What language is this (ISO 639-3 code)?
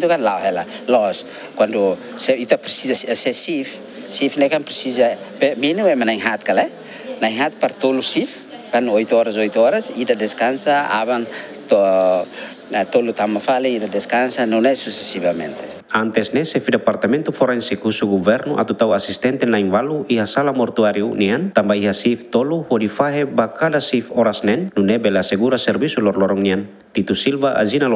tet